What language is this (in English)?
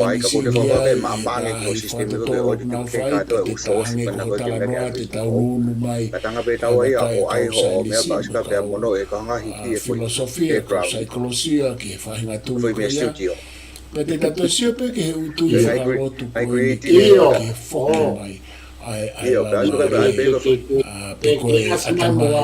Tongan